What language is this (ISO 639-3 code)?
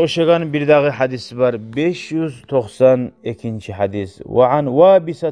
kum